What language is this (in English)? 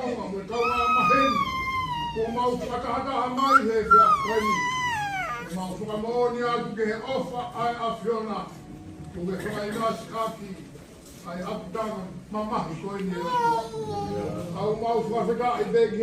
Tongan